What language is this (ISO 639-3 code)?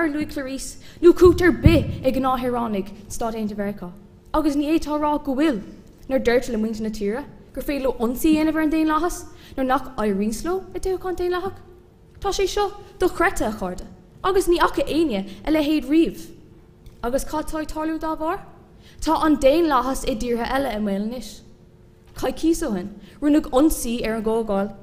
gle